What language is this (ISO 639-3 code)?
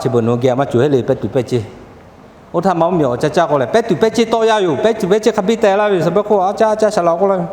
lhu